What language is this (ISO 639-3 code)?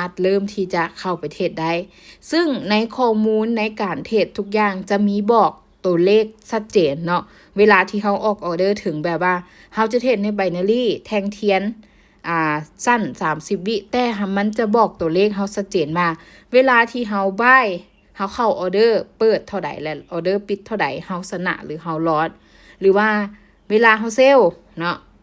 lao